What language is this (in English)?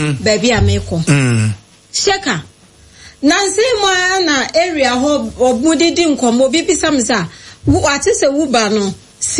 Akan